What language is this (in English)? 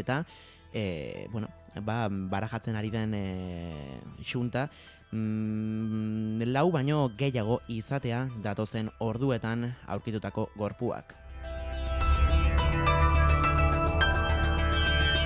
Basque